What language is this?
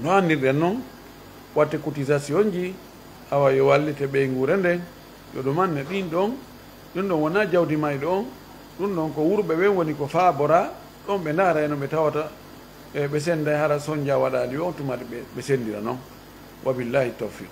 Fula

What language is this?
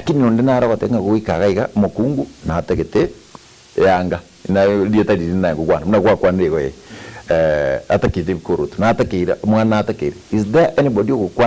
Gusii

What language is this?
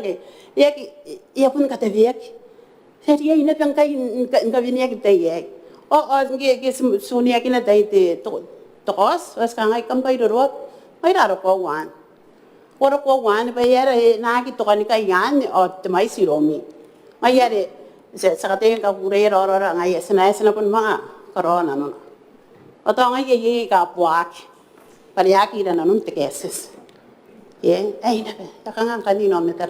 Gilbertese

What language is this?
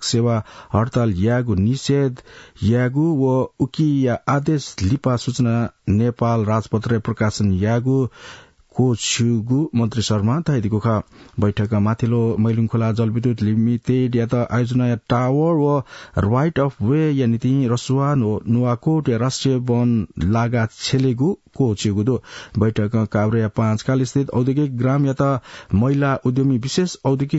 Newari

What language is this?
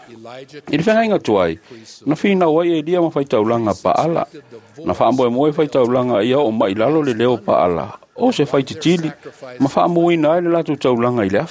Samoan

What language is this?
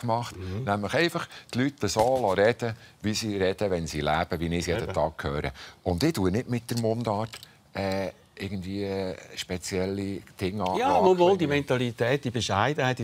Swiss German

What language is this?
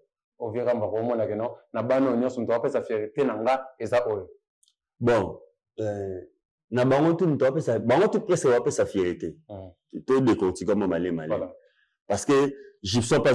Lingala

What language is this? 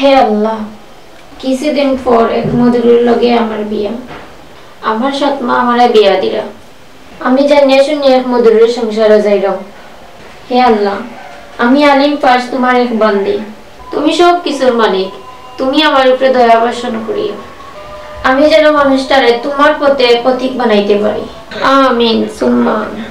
Sylheti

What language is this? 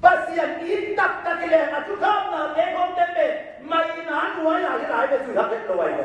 Tedim Chin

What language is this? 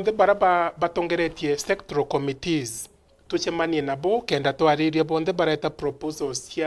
Meru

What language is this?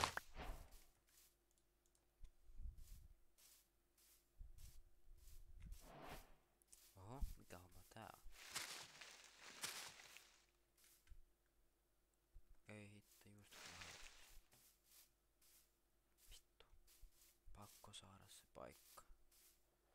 Finnish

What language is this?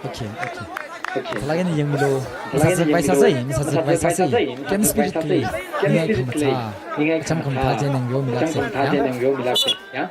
Tangkhul Naga (India)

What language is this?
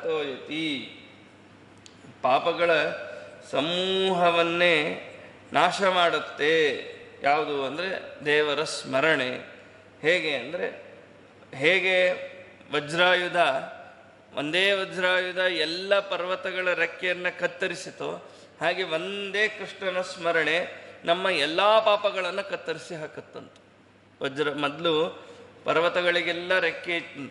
Kannada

